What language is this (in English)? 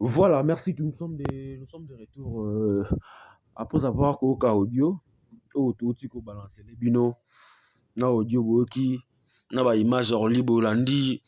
Lingala